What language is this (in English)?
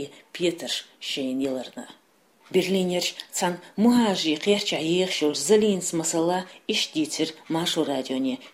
Chechen